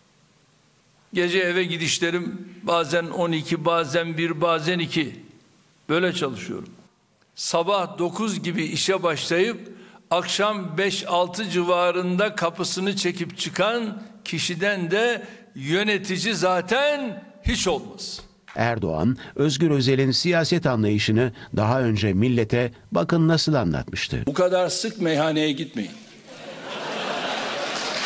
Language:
Turkish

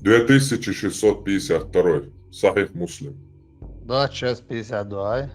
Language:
Chechen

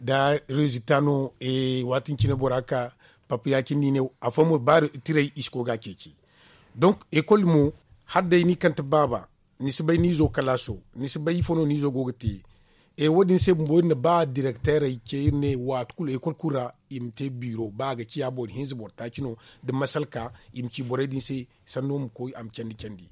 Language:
Zarma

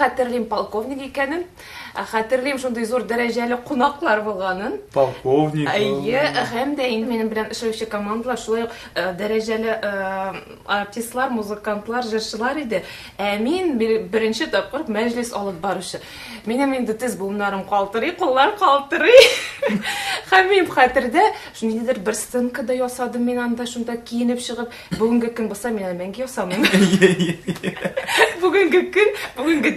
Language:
Tatar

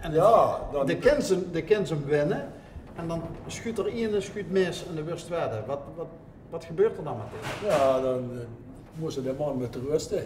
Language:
Limburgish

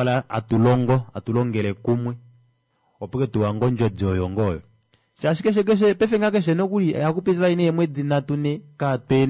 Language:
Kuanyama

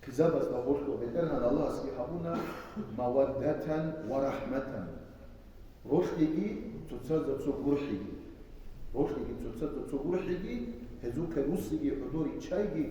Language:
Avaric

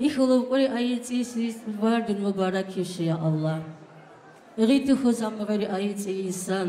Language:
Tabassaran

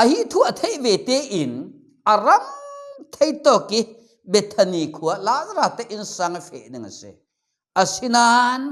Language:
Falam Chin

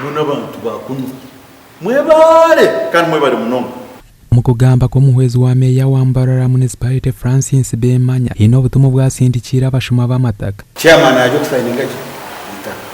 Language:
Nyankole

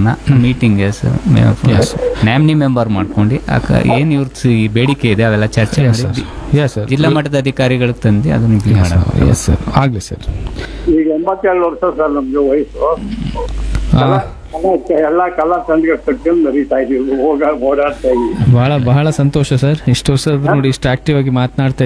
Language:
Kannada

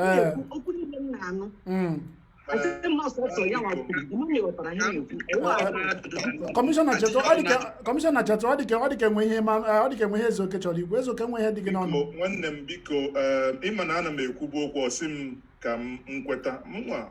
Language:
Igbo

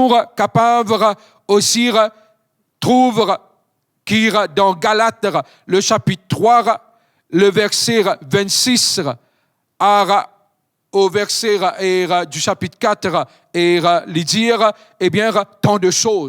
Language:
Morisyen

